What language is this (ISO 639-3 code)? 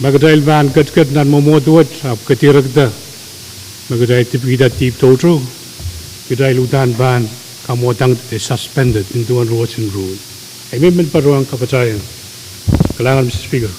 pon